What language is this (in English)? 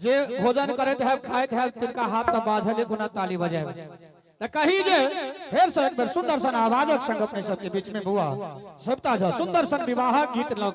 Maithili